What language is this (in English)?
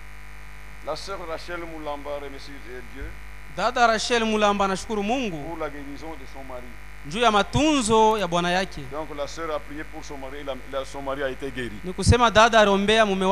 Swahili